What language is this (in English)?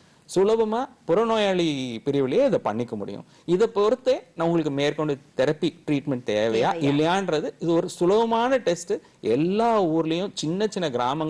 Tamil